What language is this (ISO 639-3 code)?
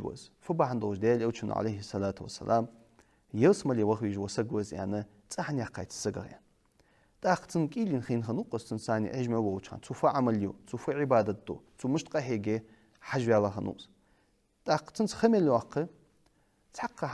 inh